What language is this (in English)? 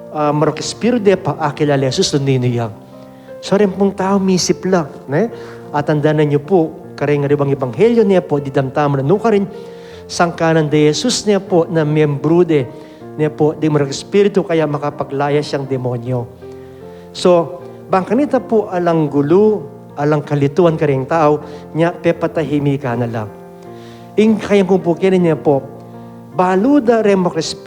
Pampanga